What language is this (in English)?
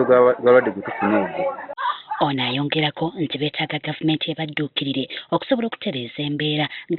Ganda